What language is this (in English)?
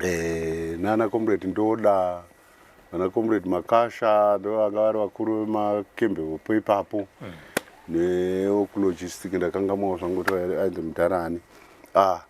Shona